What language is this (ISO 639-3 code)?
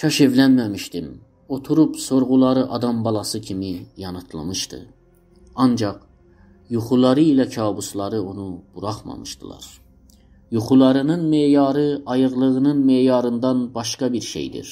azb